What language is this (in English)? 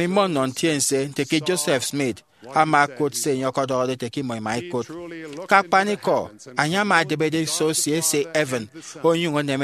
Efik